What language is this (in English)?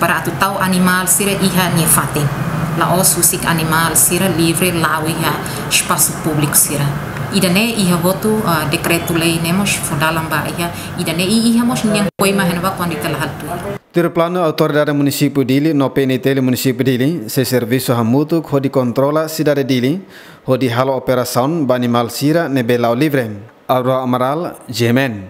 Tetum